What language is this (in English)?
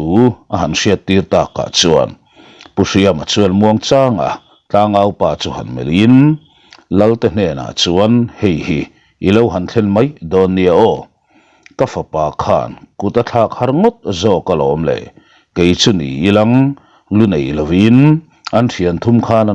Mizo